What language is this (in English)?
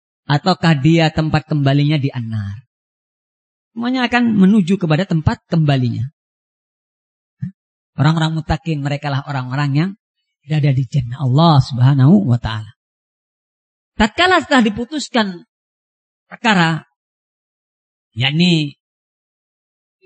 Indonesian